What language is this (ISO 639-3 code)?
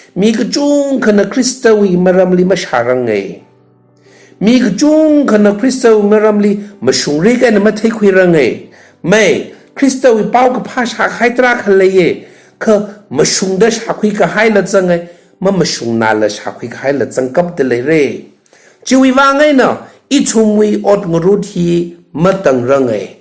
nmf